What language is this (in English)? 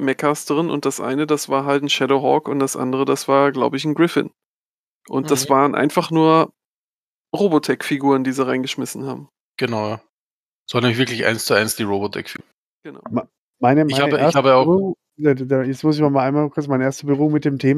German